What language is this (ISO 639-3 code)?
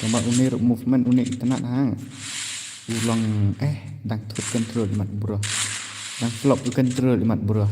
kha